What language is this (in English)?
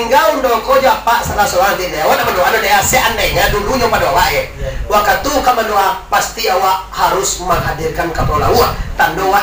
Minangkabau